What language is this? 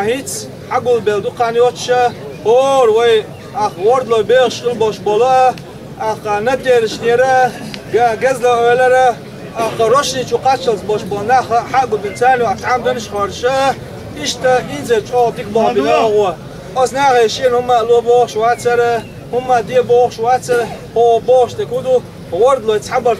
Chechen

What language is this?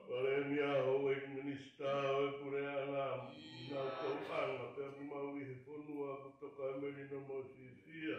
Tongan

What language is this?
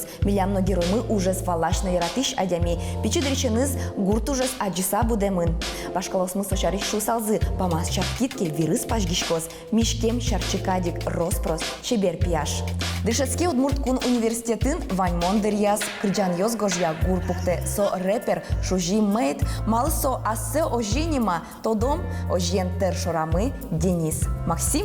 Udmurt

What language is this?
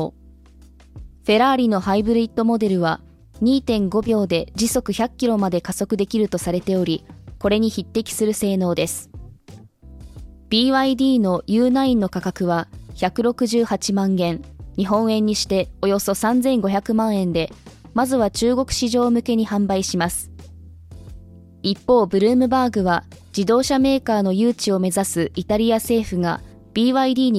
Japanese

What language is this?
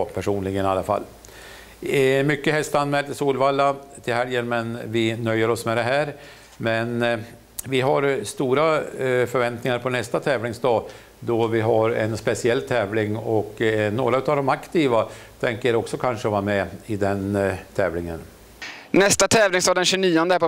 Swedish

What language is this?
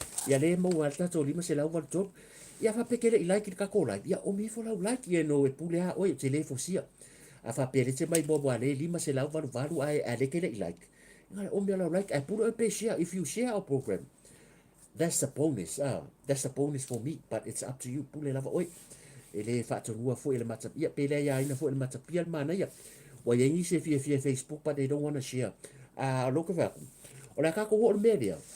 Samoan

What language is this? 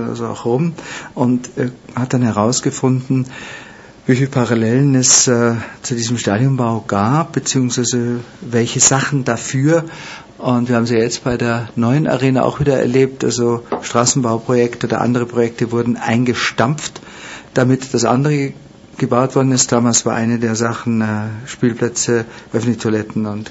German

